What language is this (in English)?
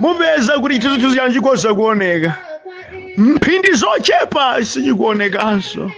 Nyanja